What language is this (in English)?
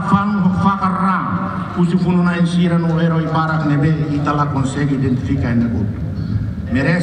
Tetum